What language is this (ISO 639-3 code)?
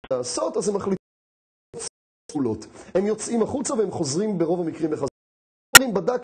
heb